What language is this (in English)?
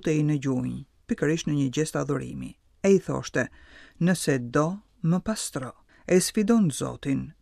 Albanian